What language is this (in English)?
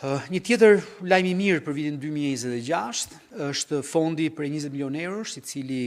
Albanian